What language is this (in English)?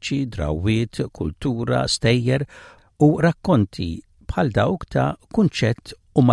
Maltese